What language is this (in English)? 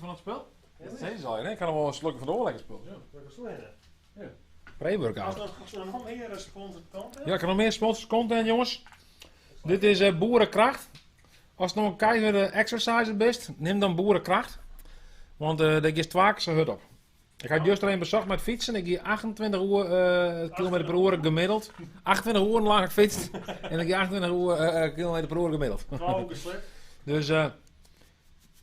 Western Frisian